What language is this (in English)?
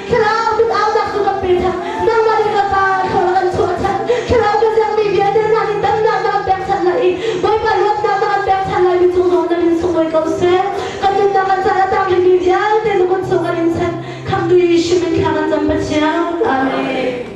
Hakha Chin